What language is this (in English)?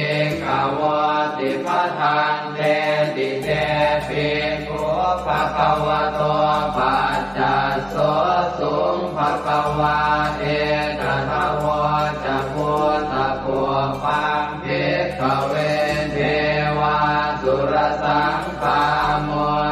Pali